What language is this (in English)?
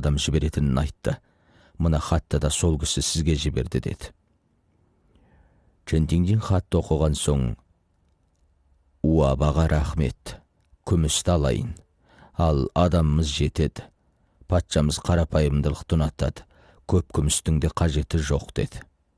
Kazakh